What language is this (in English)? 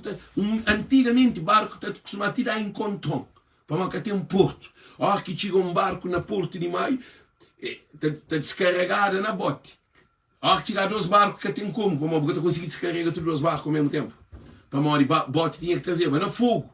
Kabuverdianu